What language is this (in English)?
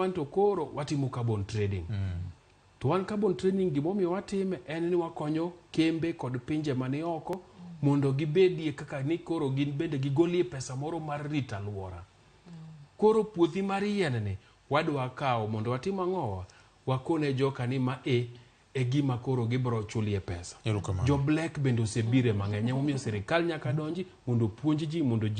Luo (Kenya and Tanzania)